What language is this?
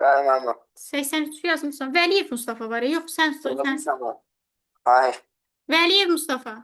Azerbaijani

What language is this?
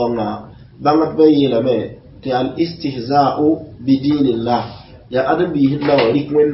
Mossi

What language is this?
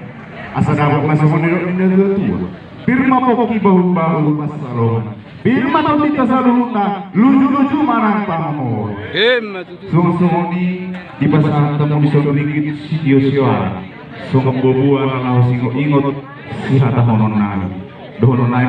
Batak Toba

